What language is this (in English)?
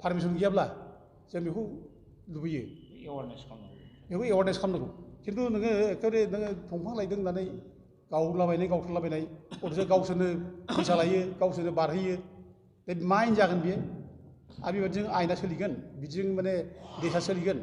Bodo